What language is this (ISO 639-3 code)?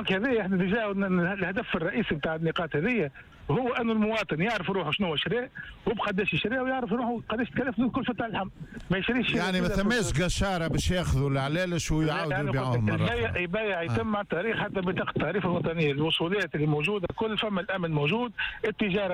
aeb